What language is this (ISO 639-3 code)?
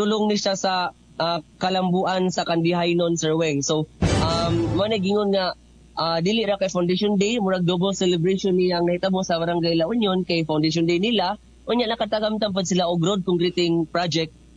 ceb